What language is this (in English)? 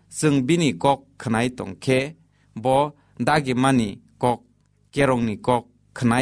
Kok Borok